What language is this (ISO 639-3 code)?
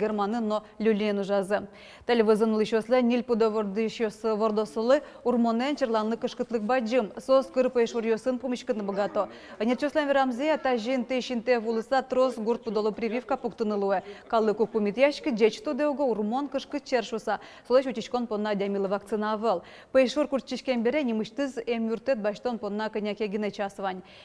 udm